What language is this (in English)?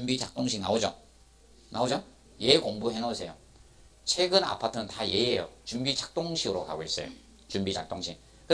Korean